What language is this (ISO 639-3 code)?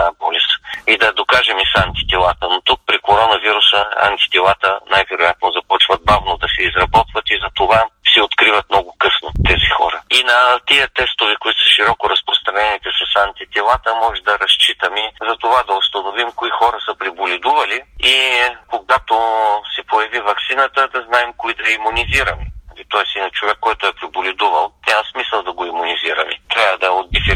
bul